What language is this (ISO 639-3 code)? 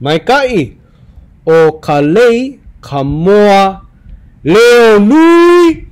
haw